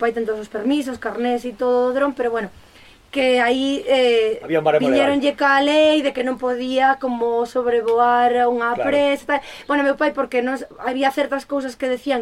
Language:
Galician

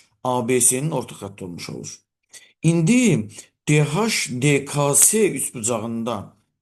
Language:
Azerbaijani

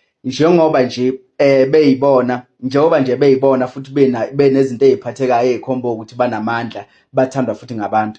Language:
Zulu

